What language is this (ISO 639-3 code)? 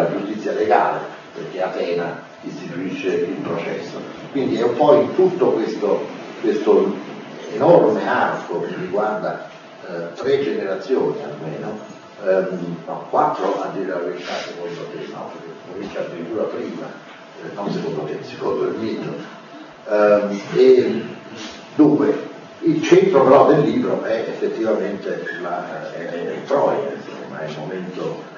ita